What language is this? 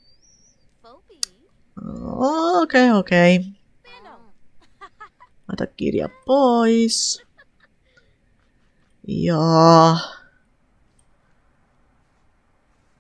Finnish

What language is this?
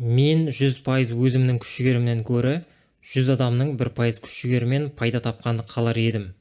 Kazakh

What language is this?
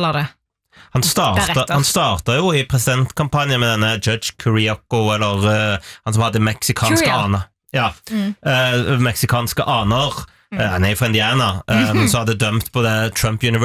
Norwegian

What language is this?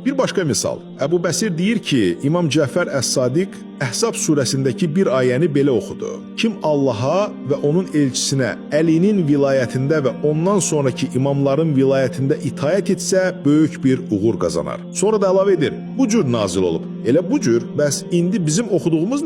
Azerbaijani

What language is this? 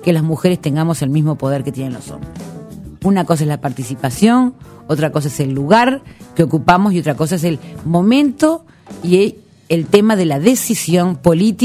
Spanish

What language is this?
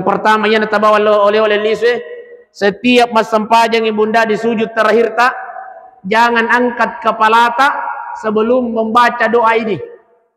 Buginese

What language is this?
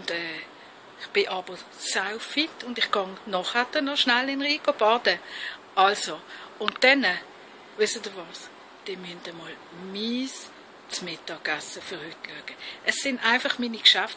Swiss German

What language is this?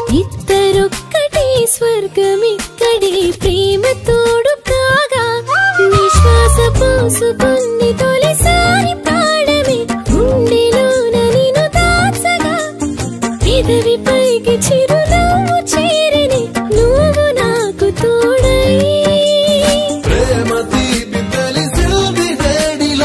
Telugu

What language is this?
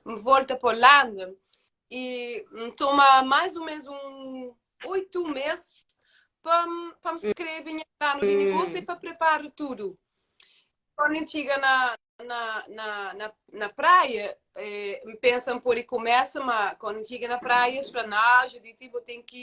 Kabuverdianu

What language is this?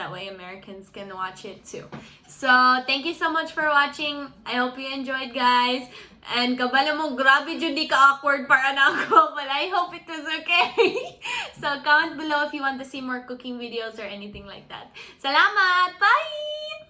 Cebuano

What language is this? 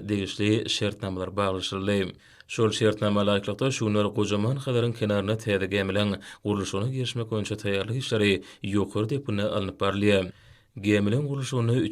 Turkmen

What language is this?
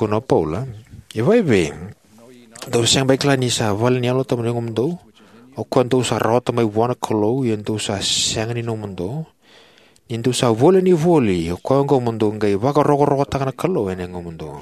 Fijian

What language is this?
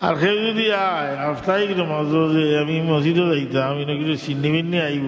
Sylheti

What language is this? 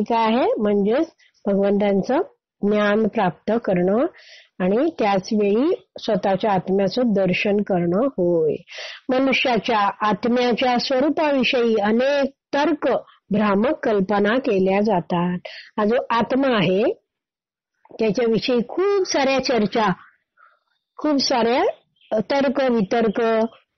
Marathi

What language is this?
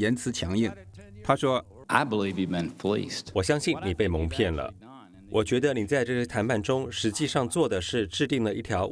Chinese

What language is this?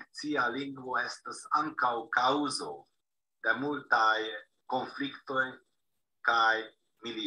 Esperanto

